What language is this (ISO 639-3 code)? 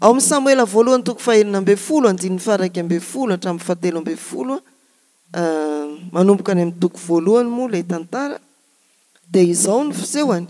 mlg